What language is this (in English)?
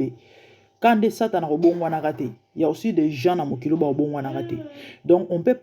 Lingala